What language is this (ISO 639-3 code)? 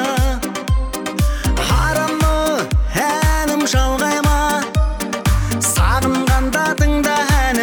kaz